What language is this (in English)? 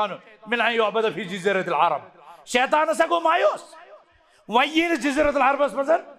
Kashmiri